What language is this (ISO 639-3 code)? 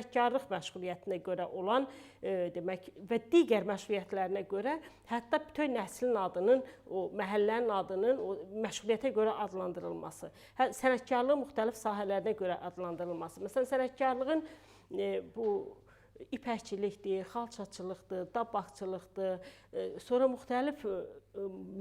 aze